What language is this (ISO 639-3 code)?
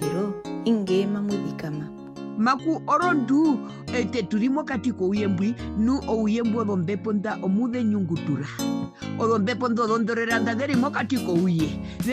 her